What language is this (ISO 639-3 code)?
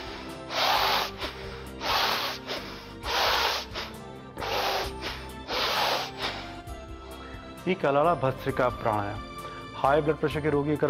bho